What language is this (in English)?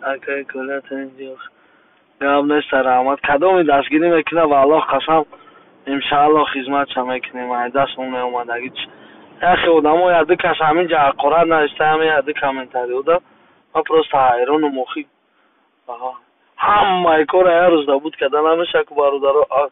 Tajik